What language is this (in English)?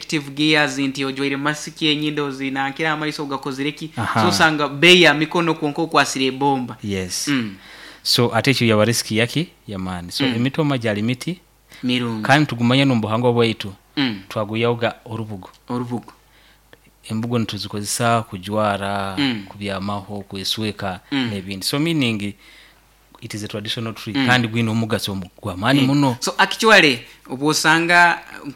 Nyoro